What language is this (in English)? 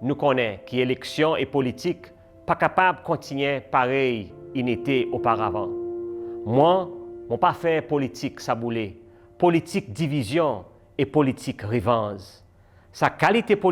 Seselwa Creole French